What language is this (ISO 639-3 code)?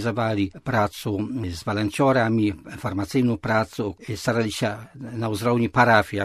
bel